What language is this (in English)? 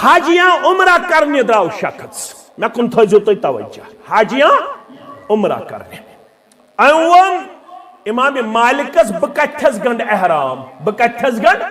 Kashmiri